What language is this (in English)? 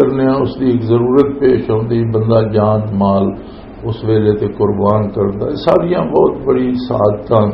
Western Panjabi